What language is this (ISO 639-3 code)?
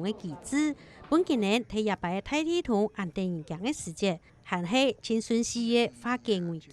hak